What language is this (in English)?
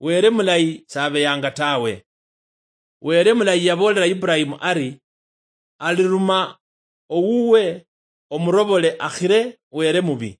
Luyia